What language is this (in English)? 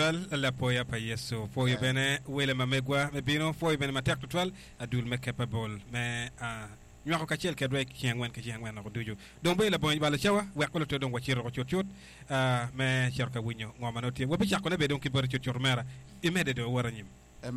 Acoli